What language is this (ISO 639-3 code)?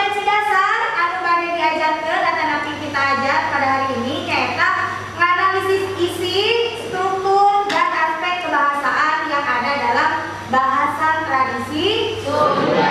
sun